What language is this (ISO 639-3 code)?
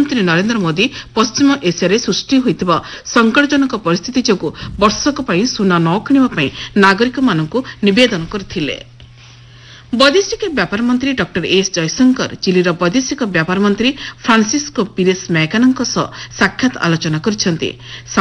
ori